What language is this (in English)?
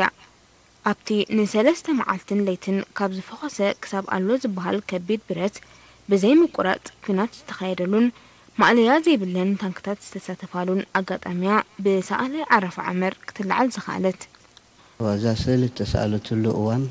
Tigrinya